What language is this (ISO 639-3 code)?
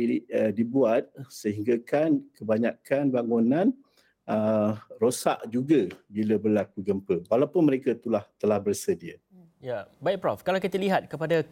msa